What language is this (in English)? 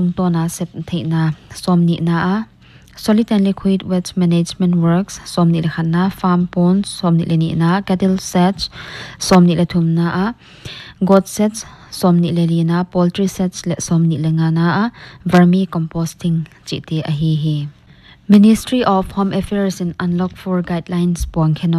Paite Chin